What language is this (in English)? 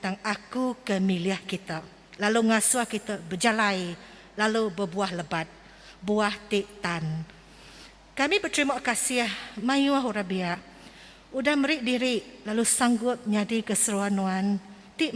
Iban